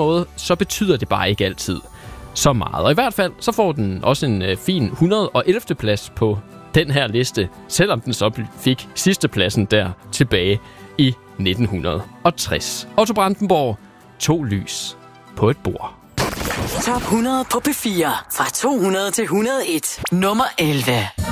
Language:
Danish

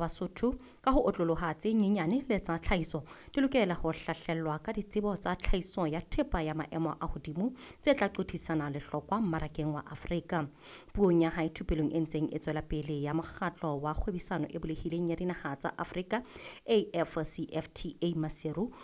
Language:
Southern Sotho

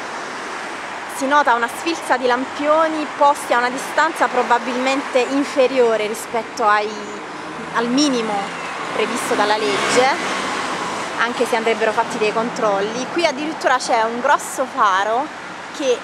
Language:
Italian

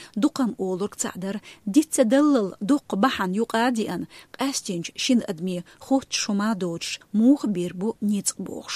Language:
Chechen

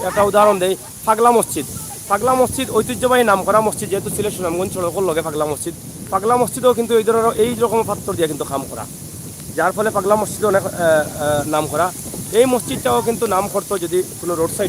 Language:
Sylheti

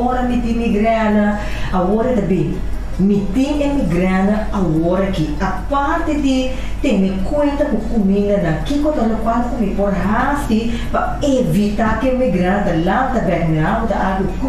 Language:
Papiamento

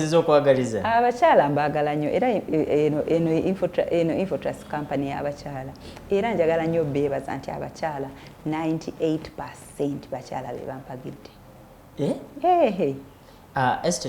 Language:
Ganda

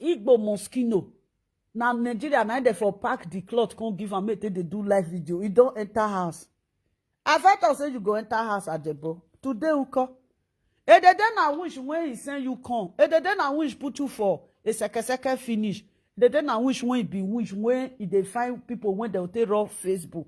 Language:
Nigerian Pidgin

